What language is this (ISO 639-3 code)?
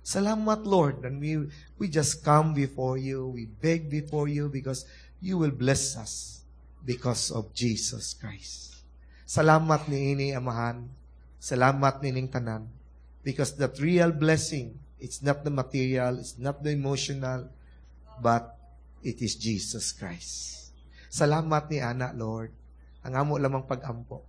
ceb